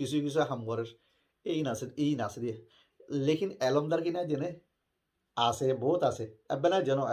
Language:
Rohingya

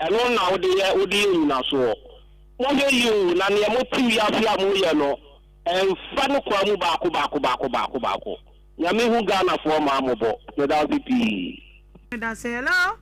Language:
Akan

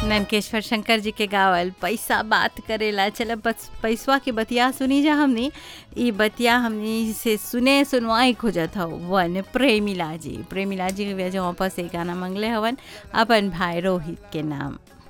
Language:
Bhojpuri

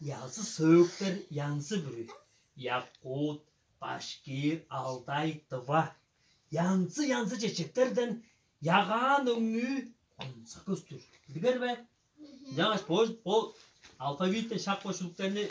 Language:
Tuvinian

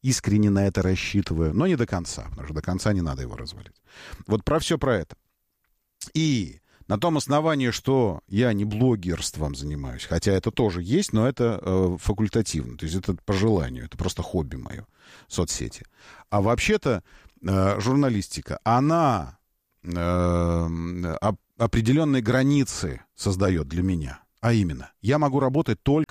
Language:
Russian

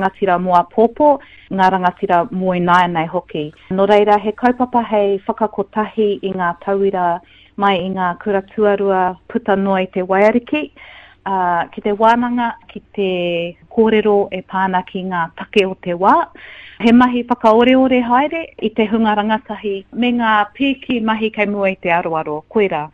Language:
Māori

